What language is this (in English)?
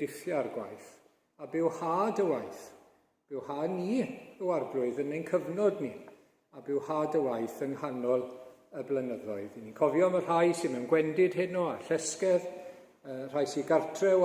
Welsh